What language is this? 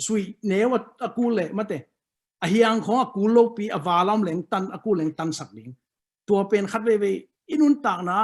Tedim Chin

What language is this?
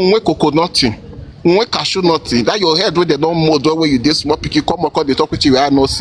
Nigerian Pidgin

